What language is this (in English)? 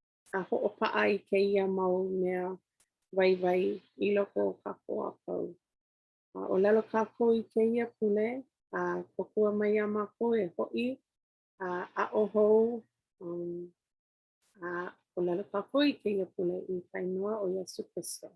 Hawaiian